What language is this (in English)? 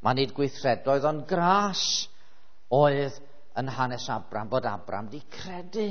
Welsh